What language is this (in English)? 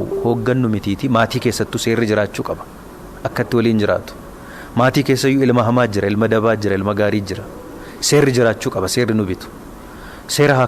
Oromo